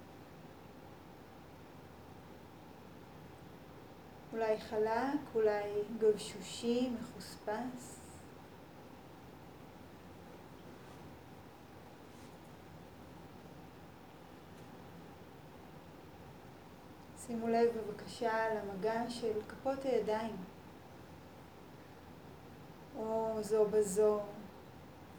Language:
Hebrew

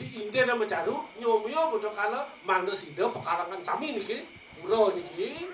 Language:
Balinese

